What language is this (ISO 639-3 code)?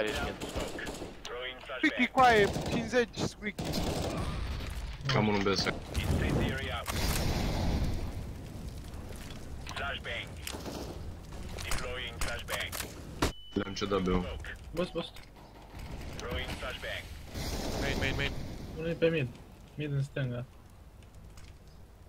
ron